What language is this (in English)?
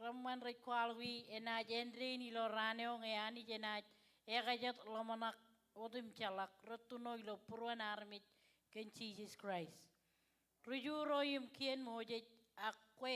Marshallese